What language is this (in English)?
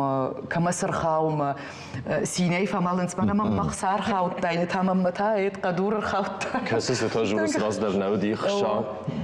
Ossetic